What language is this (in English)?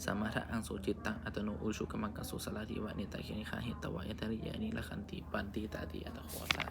Pali